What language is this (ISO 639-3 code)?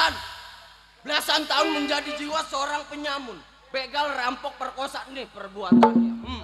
bew